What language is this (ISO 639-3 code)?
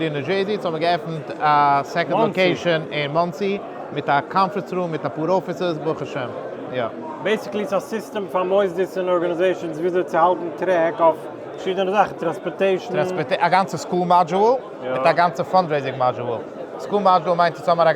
yid